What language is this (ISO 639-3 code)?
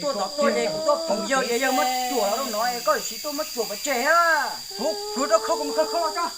hmn